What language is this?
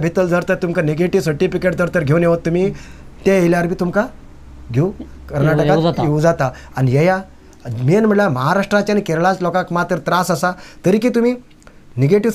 Konkani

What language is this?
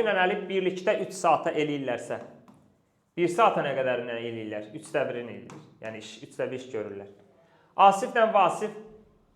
Azerbaijani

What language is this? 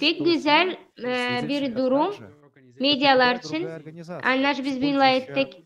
Gagauz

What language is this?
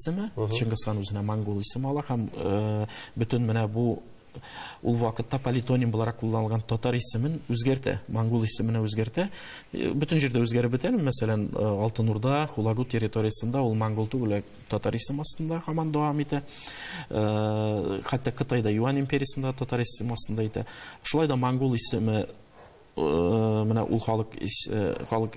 Tatar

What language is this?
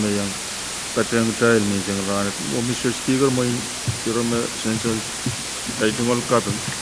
Pohnpeian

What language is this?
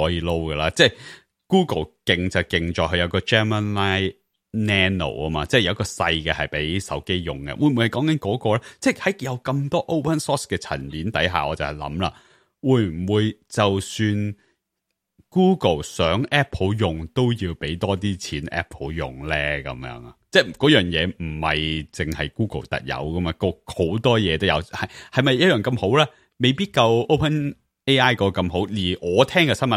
Cantonese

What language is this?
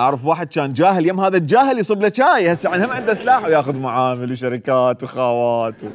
Mesopotamian Arabic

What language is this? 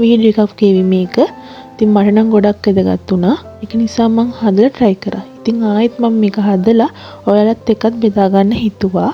Sinhala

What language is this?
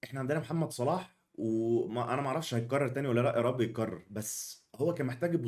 Egyptian Arabic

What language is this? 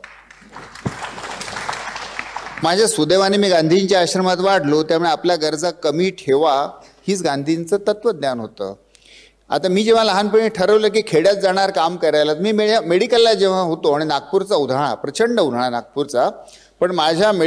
Marathi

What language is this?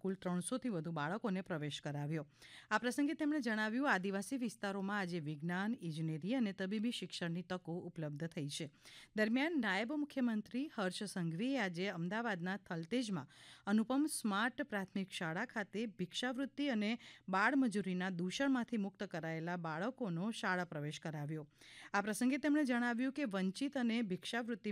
Gujarati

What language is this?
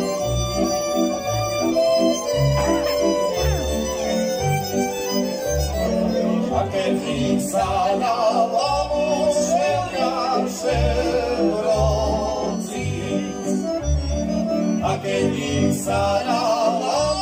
Slovak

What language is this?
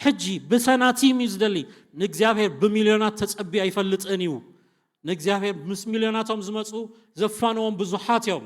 Tigrinya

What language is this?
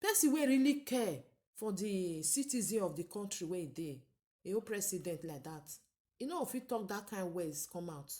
Nigerian Pidgin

